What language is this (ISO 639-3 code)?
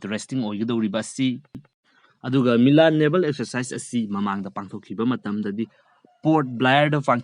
mni